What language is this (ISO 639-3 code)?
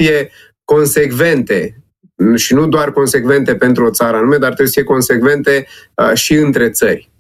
ron